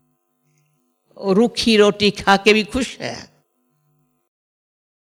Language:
Hindi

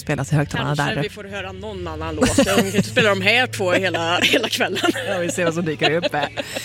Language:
Swedish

